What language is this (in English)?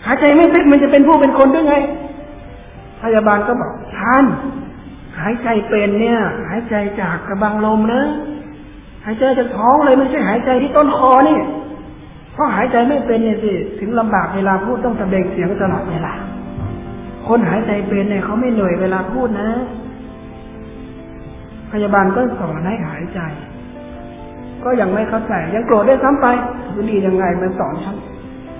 Thai